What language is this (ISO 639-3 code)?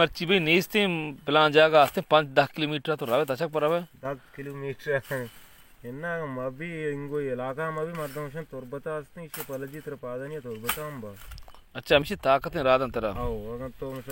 bal